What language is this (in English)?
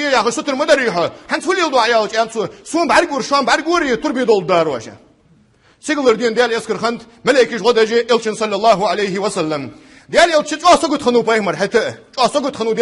Ingush